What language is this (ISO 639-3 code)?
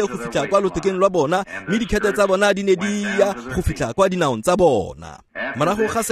tsn